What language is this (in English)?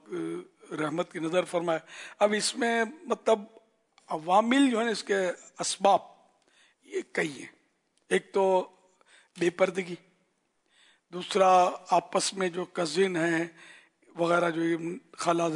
Urdu